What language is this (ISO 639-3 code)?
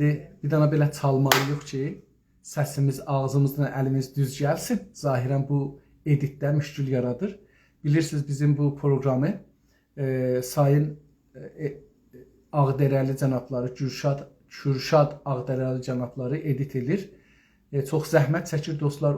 azb